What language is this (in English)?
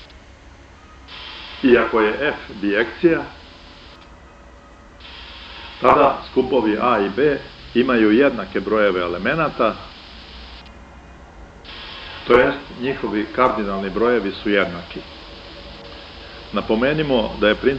Serbian